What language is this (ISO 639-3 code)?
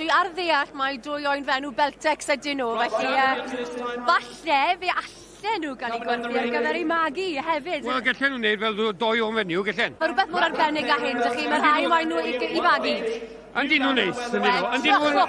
cym